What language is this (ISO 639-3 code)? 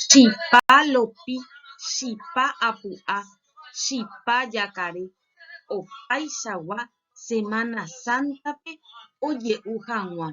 grn